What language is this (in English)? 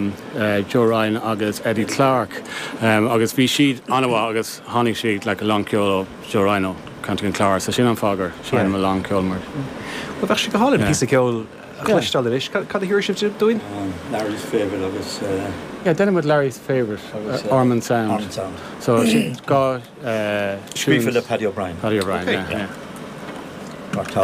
Irish